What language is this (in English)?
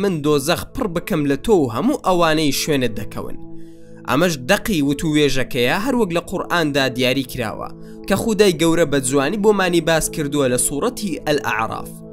Central Kurdish